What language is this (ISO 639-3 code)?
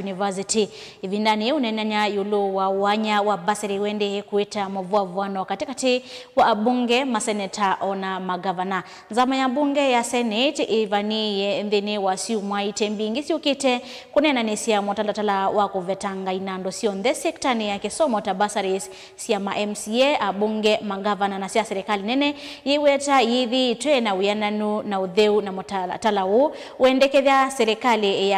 kam